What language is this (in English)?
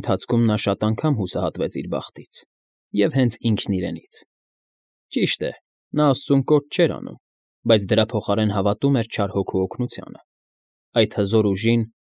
Armenian